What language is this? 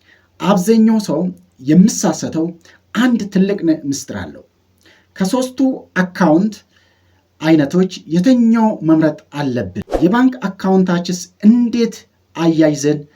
Amharic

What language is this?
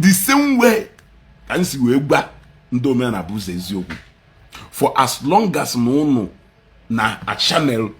Igbo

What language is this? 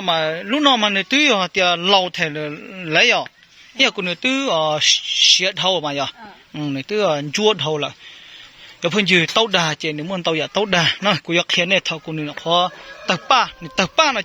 Hmong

